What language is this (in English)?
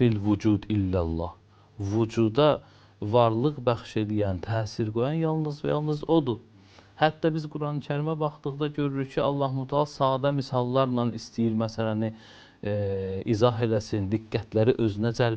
Azerbaijani